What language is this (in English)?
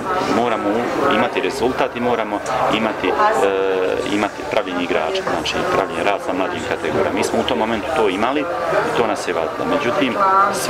Bosnian